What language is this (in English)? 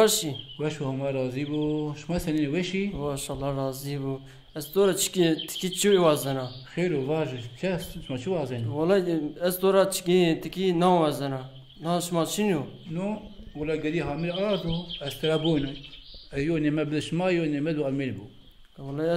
Zaza